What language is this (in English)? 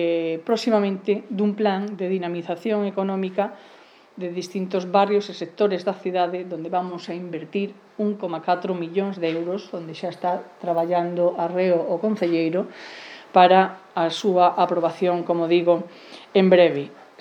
Galician